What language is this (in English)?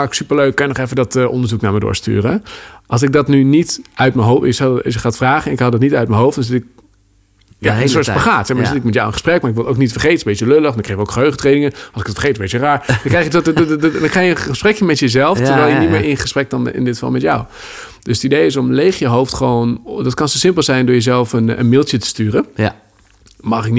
Dutch